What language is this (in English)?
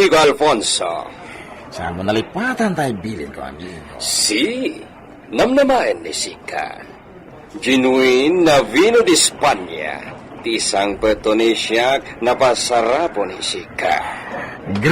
Iloko